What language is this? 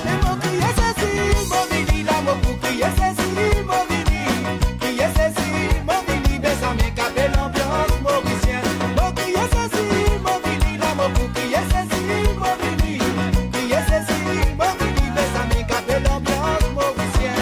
Morisyen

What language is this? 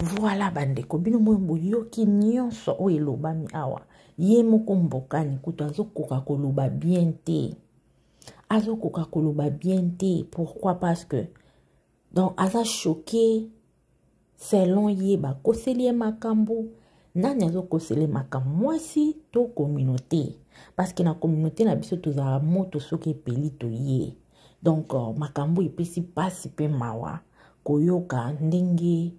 Lingala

